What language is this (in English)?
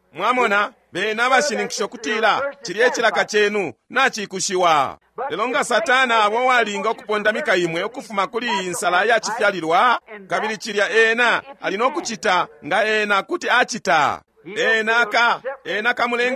Bemba